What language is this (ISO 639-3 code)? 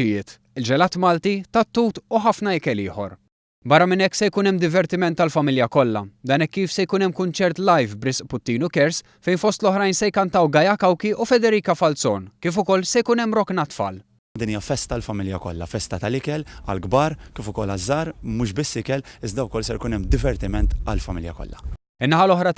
mlt